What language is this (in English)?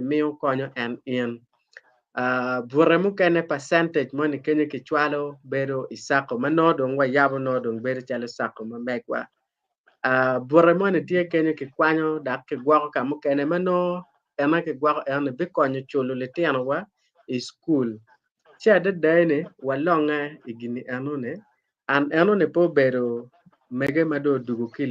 Acoli